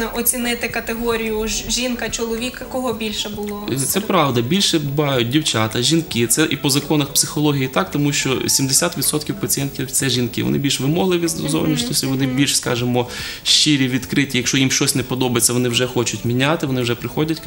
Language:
Ukrainian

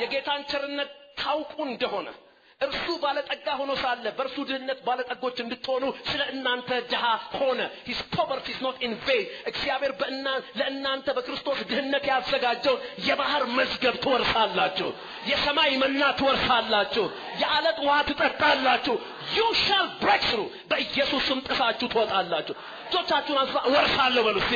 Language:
Amharic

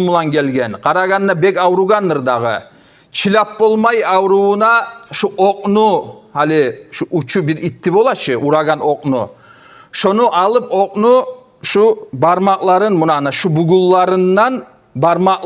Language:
Kumyk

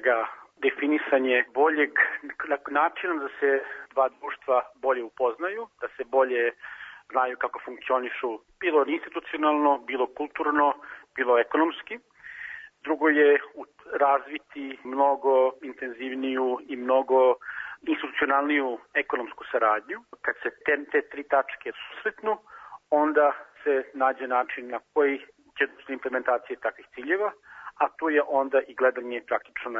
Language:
Serbian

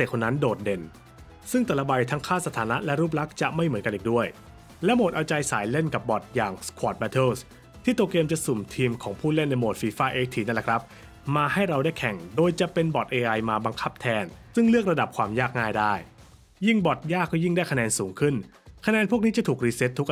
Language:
Thai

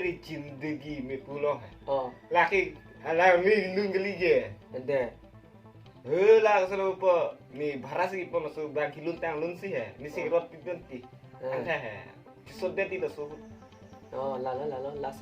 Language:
Karbi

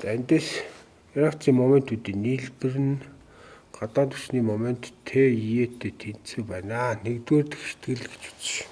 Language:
Mongolian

